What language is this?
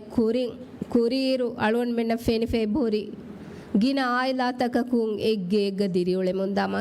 Divehi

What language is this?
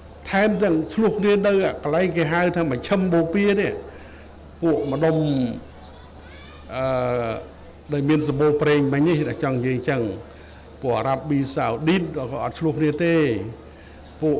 Khmer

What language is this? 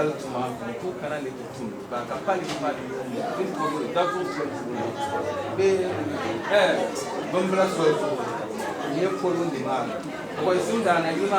Dagbani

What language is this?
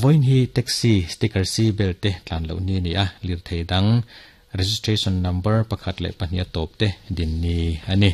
Mizo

